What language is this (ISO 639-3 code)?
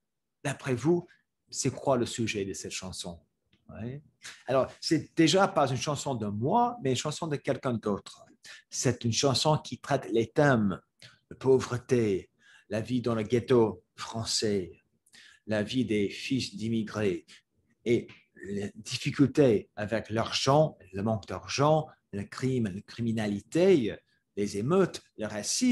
fra